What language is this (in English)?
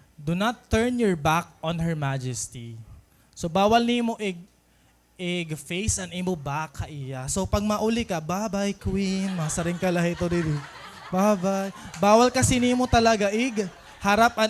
Waray